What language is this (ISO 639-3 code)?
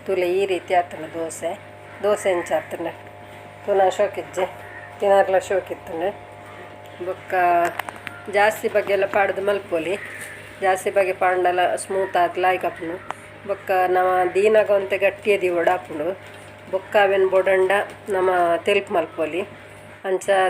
tcy